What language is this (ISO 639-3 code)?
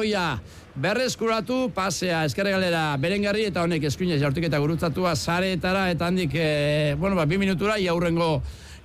eus